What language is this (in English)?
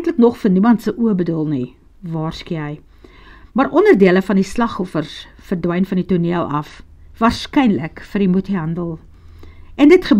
Afrikaans